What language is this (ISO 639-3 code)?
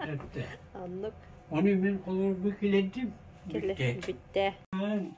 sah